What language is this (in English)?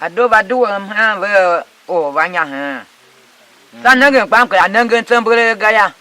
Tiv